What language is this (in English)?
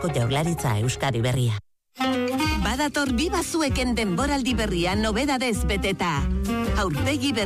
Basque